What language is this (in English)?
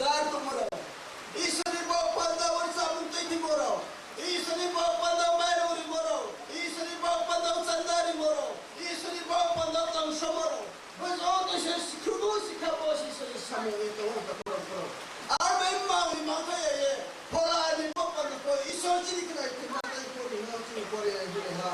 Riang (India)